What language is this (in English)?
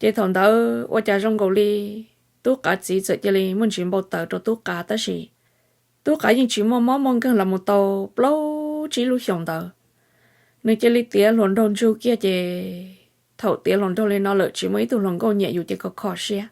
Hmong